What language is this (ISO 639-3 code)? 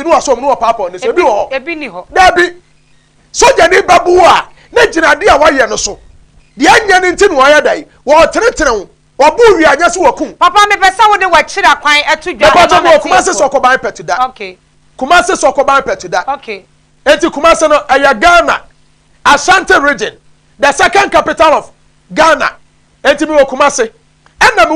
aka